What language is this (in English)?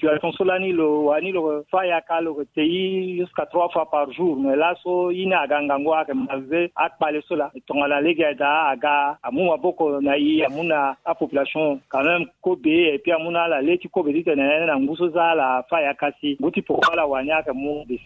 Sango